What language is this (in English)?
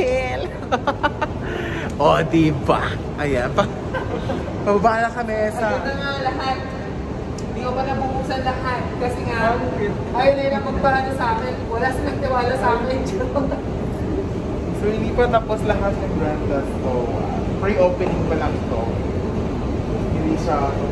Filipino